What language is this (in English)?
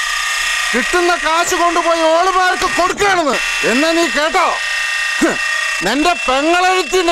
Malayalam